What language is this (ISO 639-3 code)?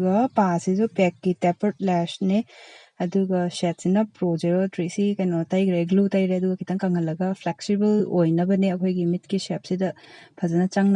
mni